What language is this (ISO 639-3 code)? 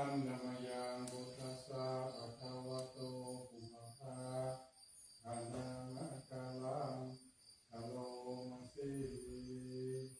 pli